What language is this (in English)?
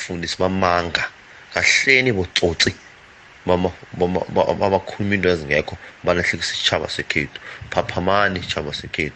South Ndebele